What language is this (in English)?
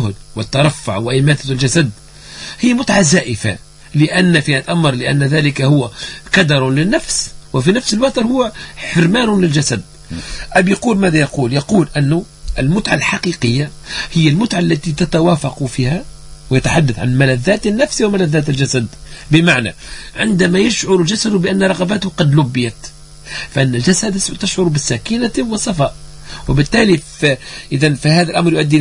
Tunisian Arabic